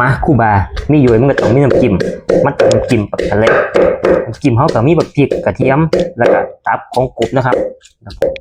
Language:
Northeastern Thai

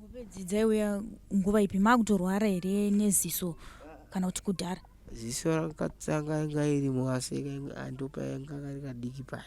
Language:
Shona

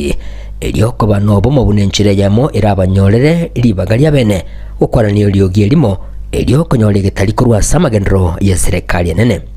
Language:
Gusii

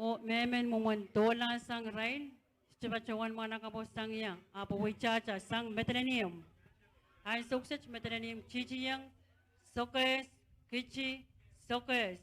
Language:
Pohnpeian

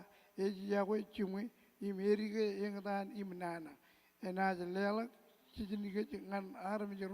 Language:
Marshallese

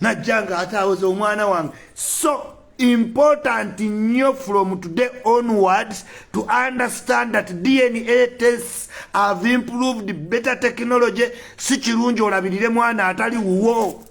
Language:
Ganda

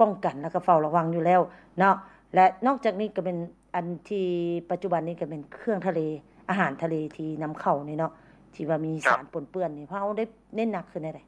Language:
Lao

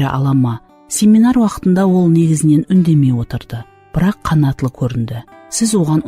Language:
Kara-Kalpak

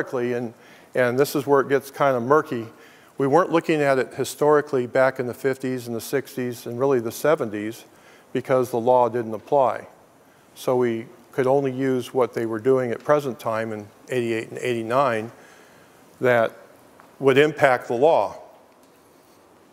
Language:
English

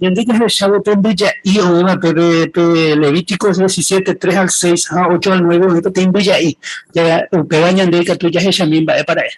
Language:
Guarani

